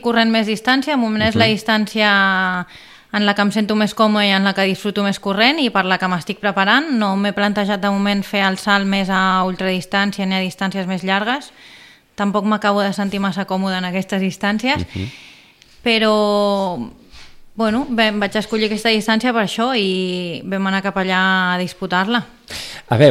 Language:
Catalan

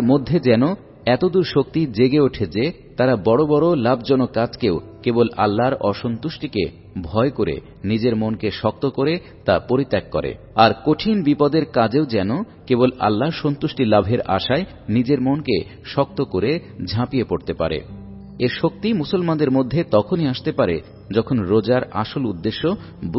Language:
Bangla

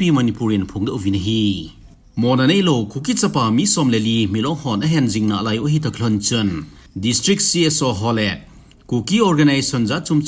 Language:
Thado Chin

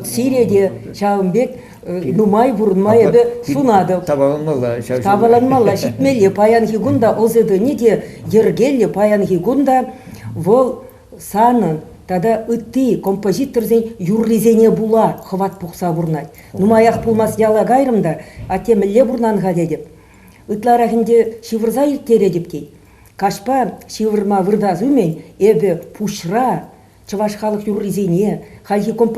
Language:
Chuvash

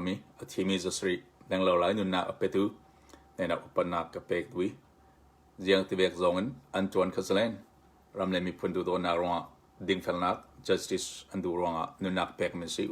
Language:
Hakha Chin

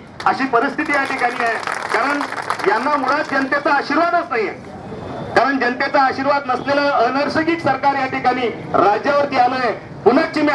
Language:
Marathi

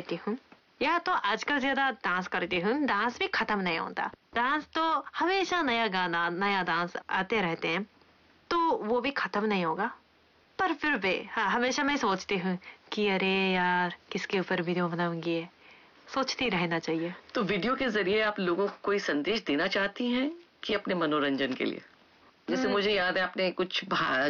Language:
Hindi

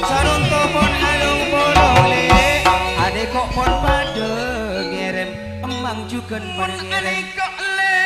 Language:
Madurese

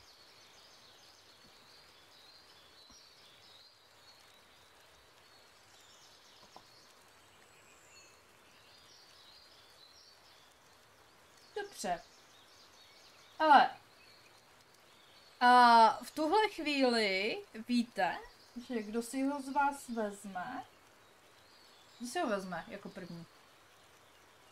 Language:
Czech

